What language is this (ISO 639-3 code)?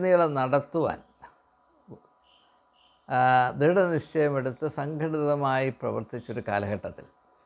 mal